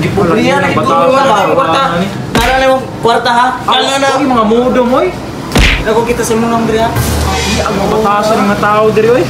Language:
Cebuano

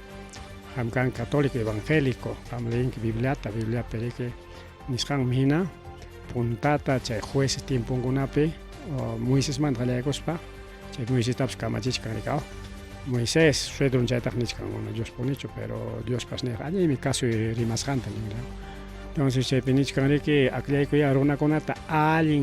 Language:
Ayacucho Quechua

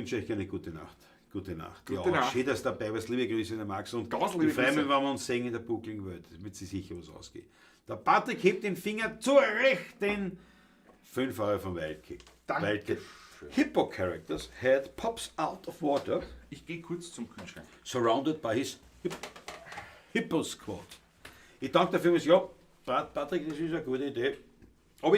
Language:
Bavarian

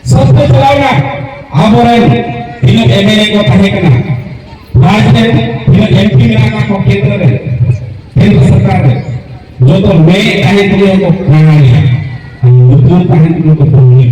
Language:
Santali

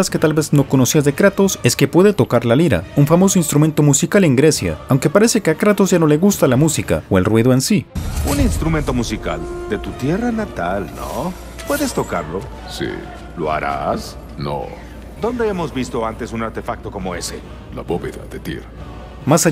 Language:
Spanish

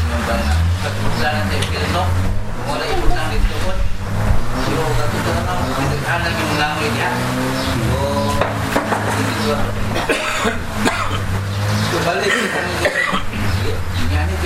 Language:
Filipino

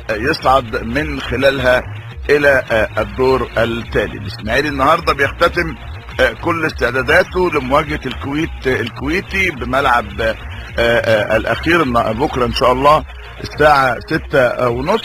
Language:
Egyptian Arabic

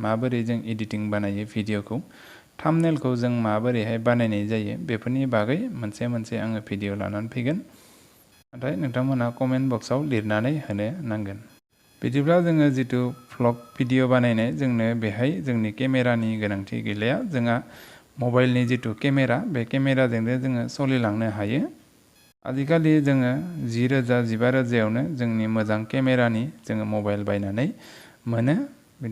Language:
Bodo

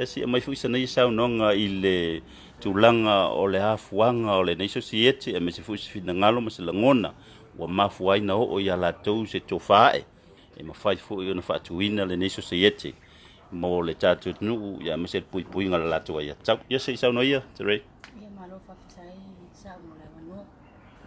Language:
Samoan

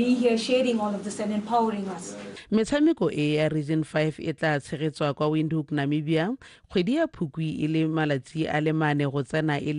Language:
Tswana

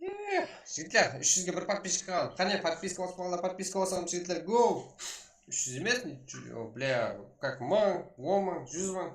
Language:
Kara-Kalpak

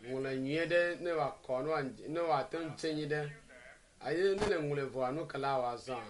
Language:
Ewe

